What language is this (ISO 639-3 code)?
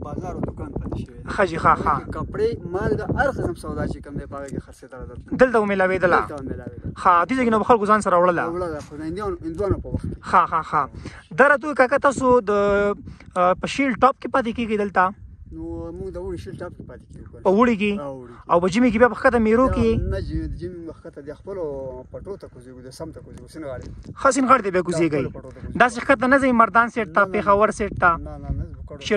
pus